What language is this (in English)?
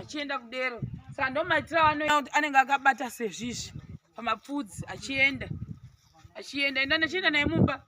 Shona